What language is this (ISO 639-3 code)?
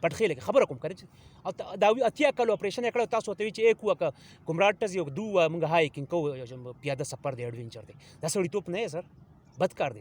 pus